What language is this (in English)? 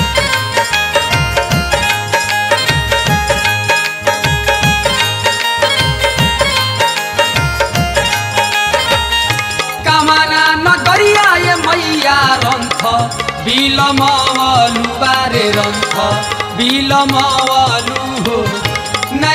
Bhojpuri